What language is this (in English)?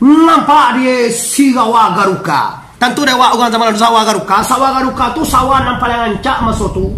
Minangkabau